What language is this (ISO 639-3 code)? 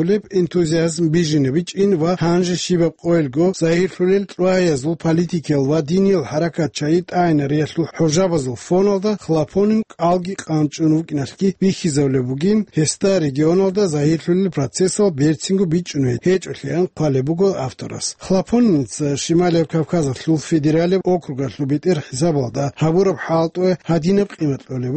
ava